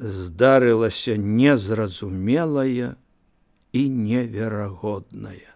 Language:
Belarusian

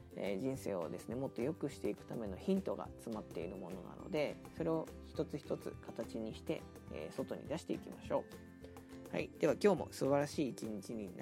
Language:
Japanese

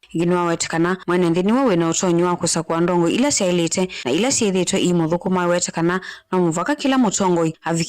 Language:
Kamba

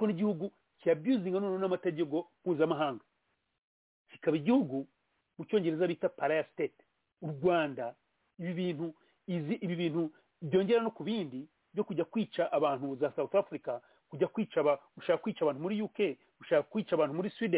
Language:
Kinyarwanda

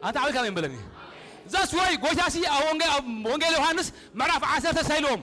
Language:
Tigrinya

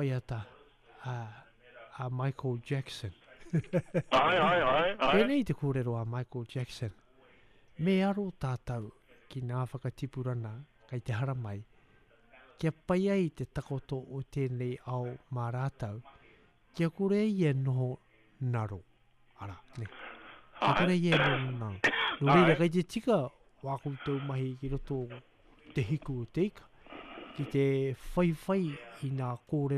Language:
Māori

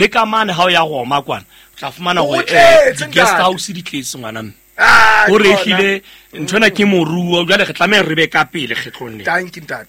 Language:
Southern Sotho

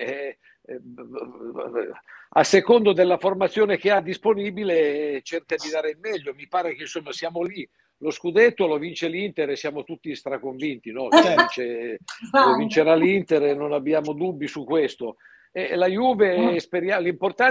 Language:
Italian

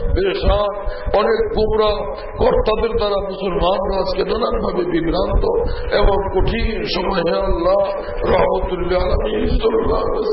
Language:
Bangla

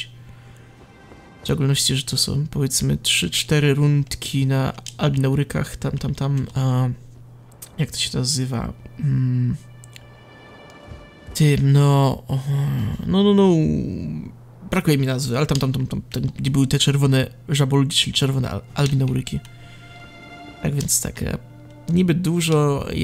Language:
Polish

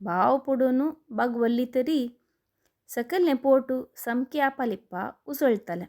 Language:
Konkani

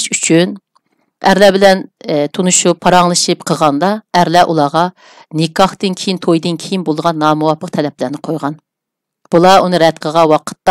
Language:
Uyghur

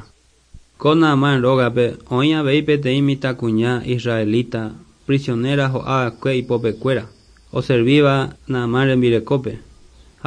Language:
Guarani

